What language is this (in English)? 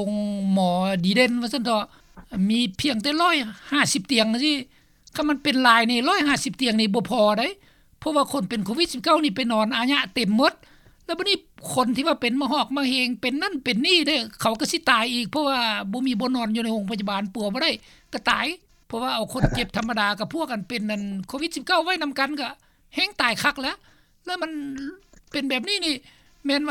Lao